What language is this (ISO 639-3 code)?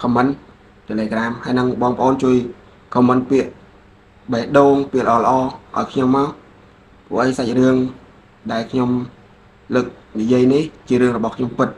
khm